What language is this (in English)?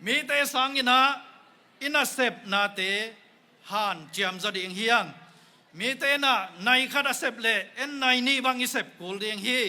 Tedim Chin